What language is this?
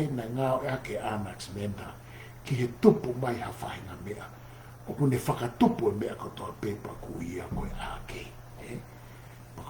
Tongan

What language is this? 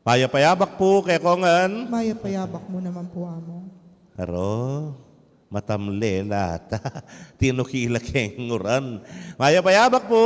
Pampanga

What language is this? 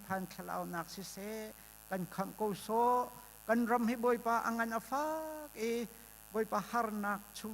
Hakha Chin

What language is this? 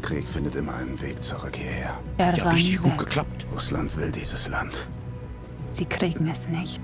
Bavarian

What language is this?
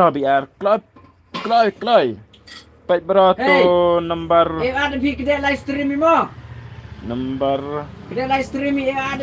Khasi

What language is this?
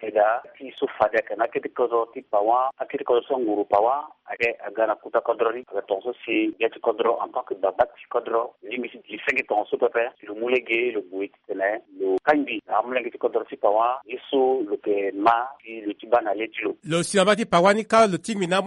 Sango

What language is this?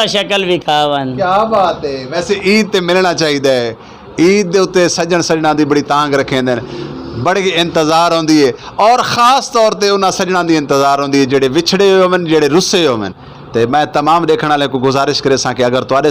Western Panjabi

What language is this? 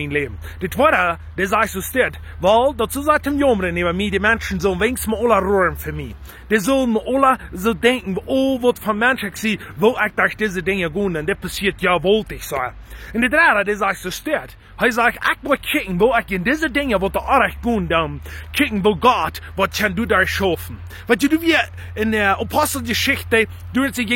Plautdietsch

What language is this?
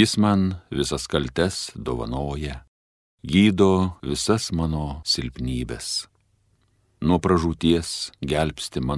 Lithuanian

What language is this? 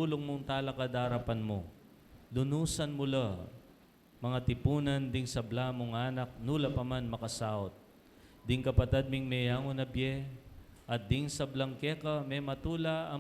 Pampanga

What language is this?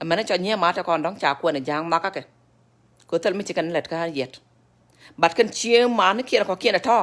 Nuer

